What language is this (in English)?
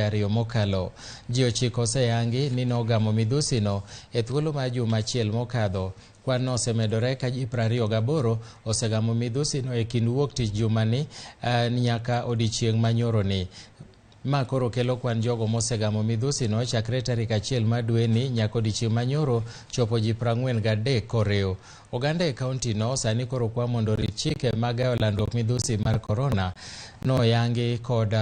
Luo (Kenya and Tanzania)